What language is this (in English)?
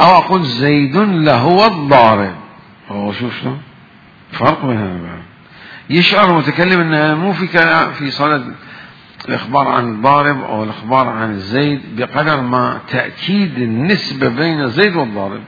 Mesopotamian Arabic